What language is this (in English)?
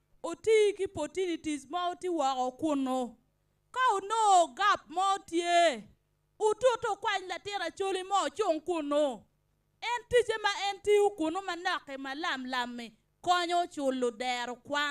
Acoli